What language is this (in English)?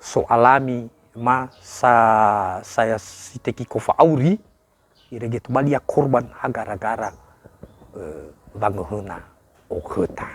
Nias